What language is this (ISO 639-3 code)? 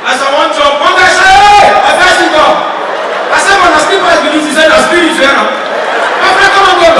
pcm